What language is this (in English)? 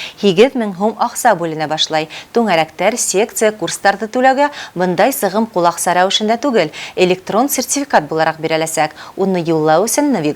Bashkir